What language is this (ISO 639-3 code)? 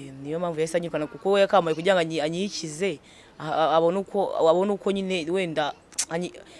kin